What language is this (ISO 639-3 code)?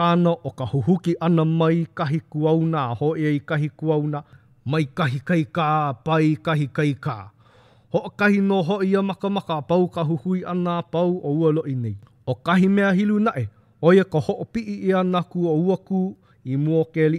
haw